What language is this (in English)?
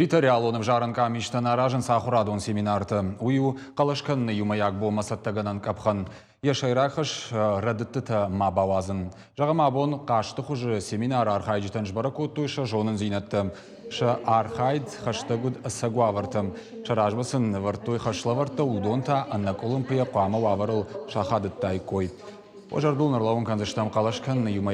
Ossetic